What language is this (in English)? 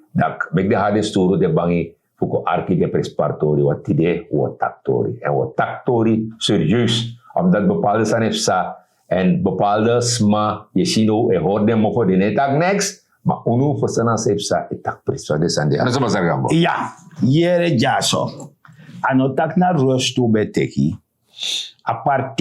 Sranan Tongo